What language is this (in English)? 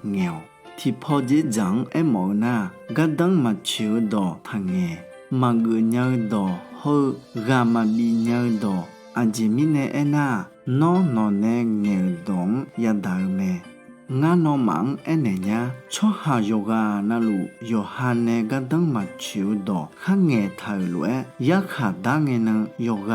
Akha